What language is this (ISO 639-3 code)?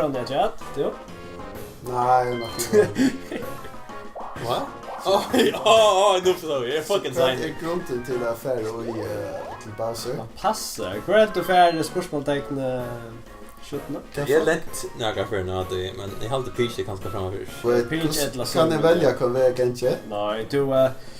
fao